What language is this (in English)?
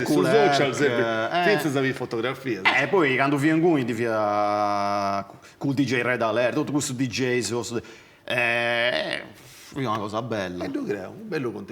Sardinian